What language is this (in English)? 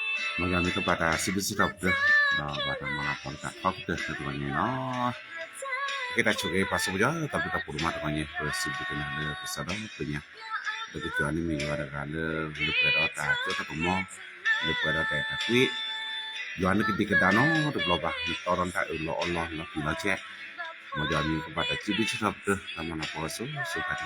S'gaw Karen